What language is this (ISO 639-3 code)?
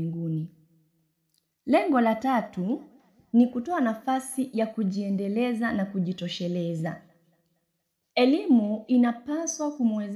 swa